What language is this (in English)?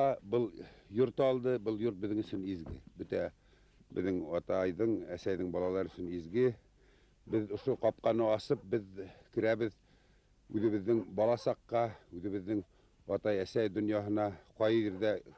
Bashkir